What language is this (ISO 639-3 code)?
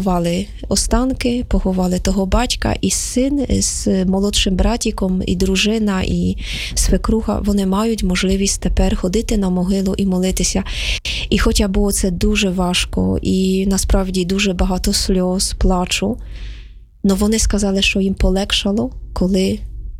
ukr